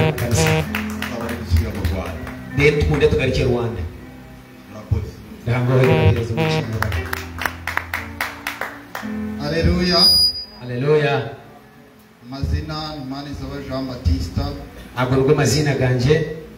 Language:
Kinyarwanda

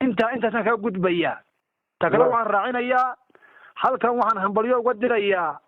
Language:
Somali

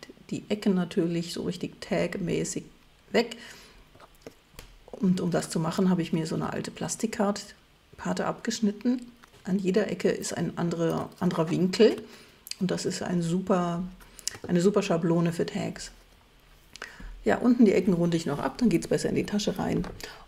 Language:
German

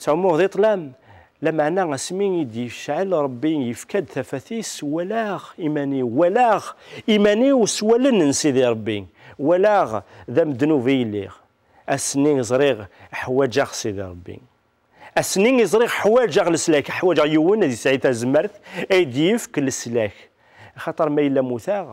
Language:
Kabyle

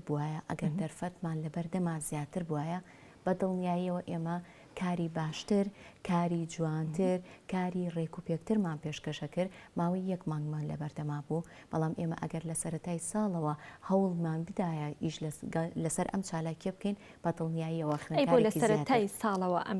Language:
Central Kurdish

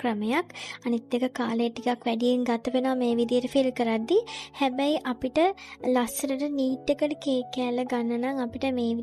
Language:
Sinhala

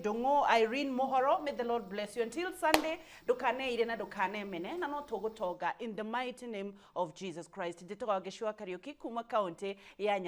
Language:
Kikuyu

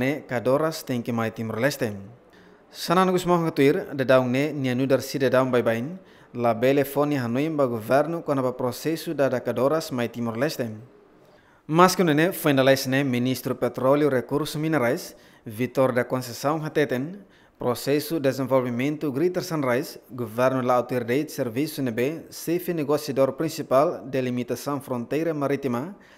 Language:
Tetum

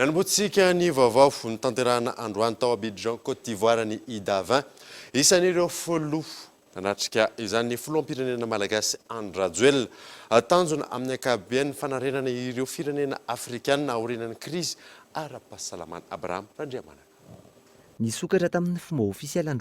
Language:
Malagasy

